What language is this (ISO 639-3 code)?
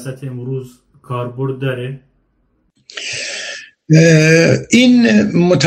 fas